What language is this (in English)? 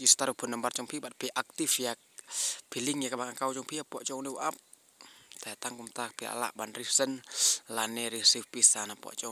Khasi